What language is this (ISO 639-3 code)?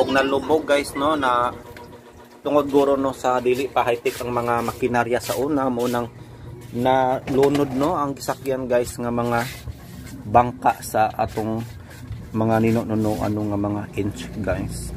ceb